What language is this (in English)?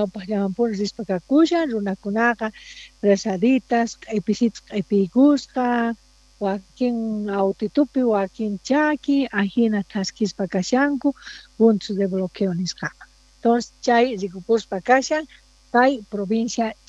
South Bolivian Quechua